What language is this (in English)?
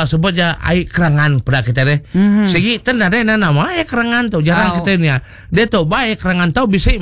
Iban